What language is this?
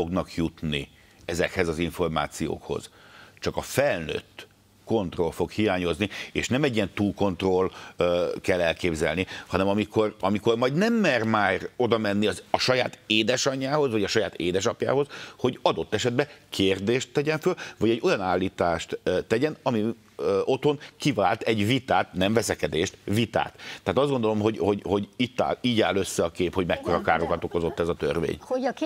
Hungarian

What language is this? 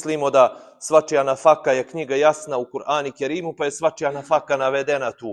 Bosnian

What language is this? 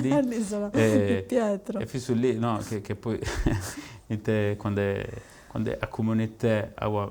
Sardinian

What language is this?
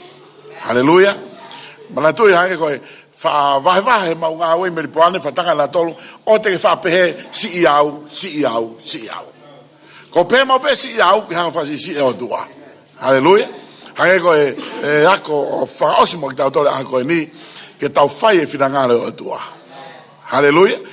Tongan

